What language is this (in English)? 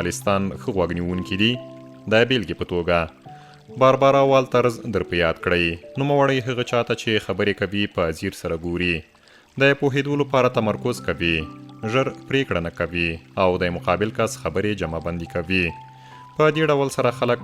Pashto